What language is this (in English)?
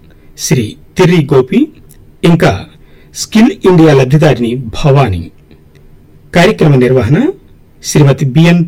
Telugu